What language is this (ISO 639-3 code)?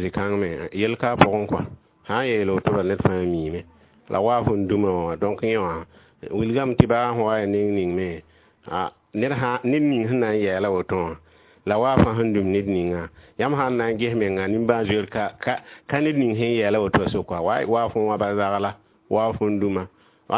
mos